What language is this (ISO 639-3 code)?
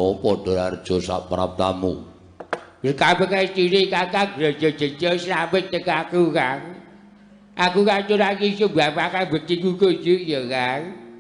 jav